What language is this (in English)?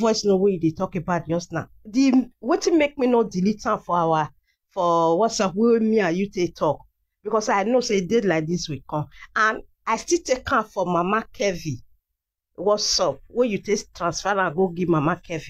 Nigerian Pidgin